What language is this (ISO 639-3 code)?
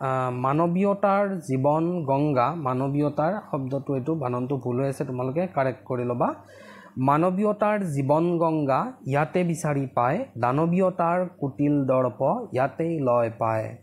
asm